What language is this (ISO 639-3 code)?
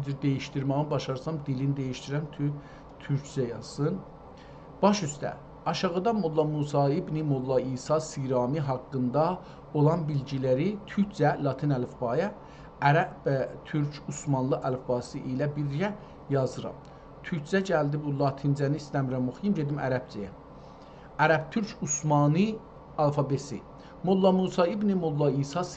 azb